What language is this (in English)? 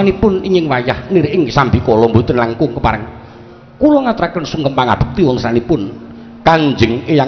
Javanese